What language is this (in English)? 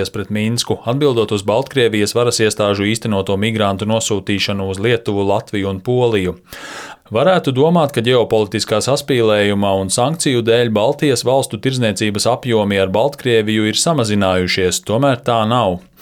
Latvian